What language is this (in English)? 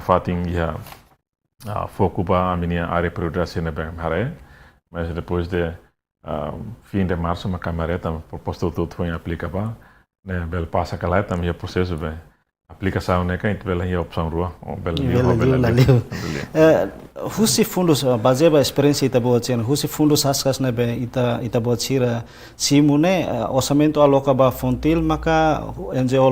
Tetum